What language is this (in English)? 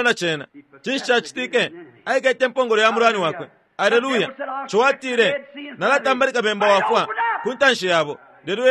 Bemba